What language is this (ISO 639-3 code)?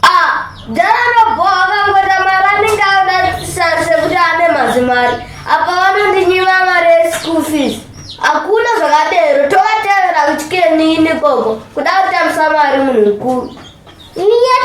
sna